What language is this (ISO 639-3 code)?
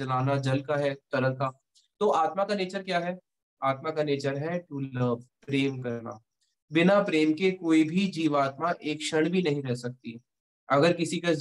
hin